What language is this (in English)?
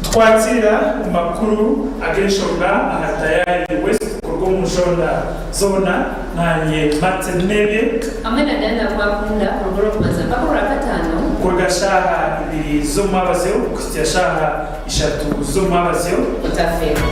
Nyankole